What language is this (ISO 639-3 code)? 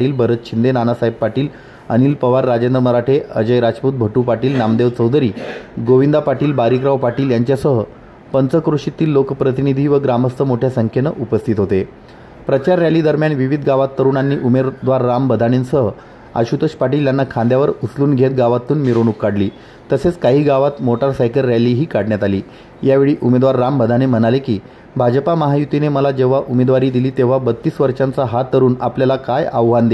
mar